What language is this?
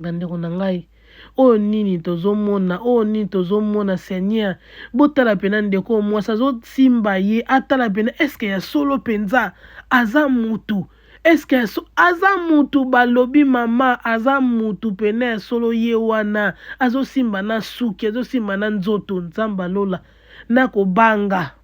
Lingala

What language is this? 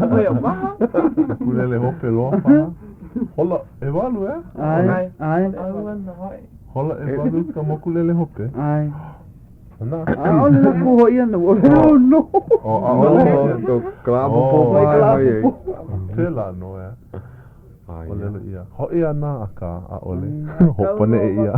Hawaiian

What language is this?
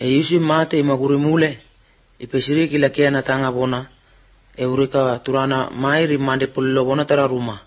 Croatian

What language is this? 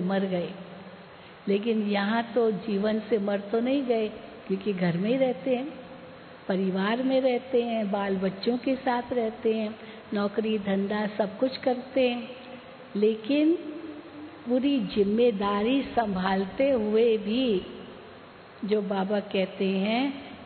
Hindi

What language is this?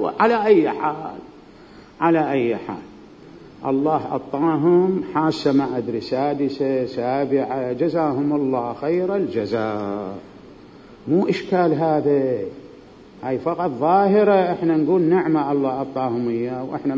Mesopotamian Arabic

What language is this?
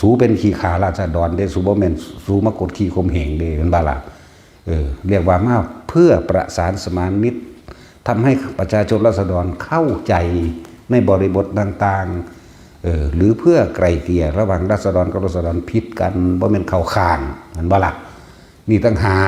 Northeastern Thai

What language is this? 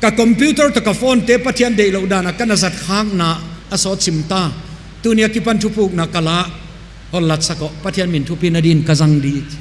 Tedim Chin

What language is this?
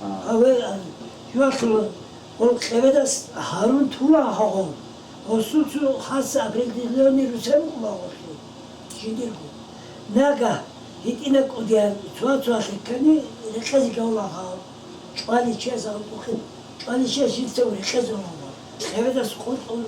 Avaric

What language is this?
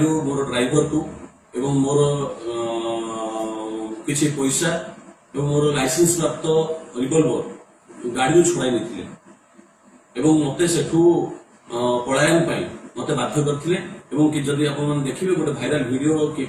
Odia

